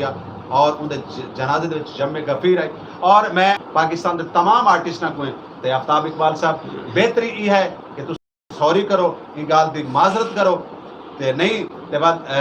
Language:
Saraiki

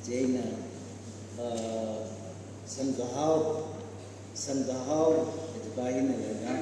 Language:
Tangkhul Naga (India)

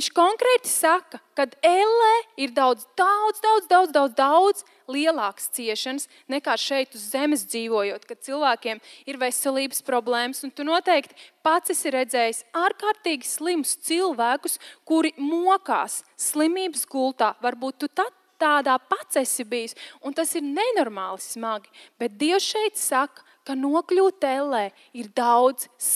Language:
Latvian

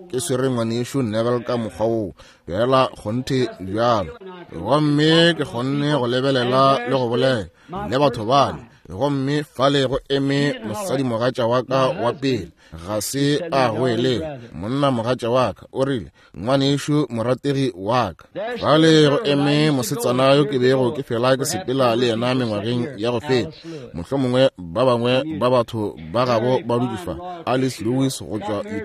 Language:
Northern Sotho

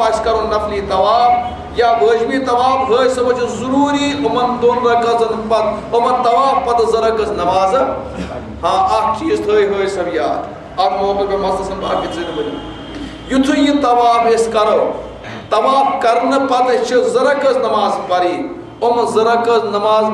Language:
Kashmiri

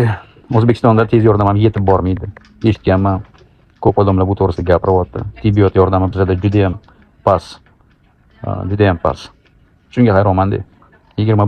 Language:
Uzbek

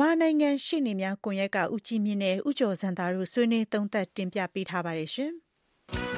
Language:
Burmese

